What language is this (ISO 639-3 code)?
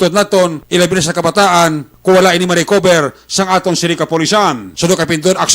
hil